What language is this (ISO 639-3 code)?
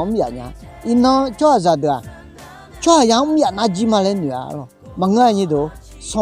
ahk